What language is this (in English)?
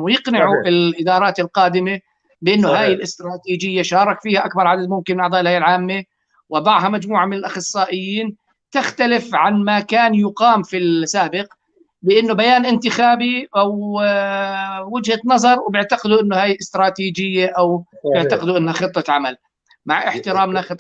North Levantine Arabic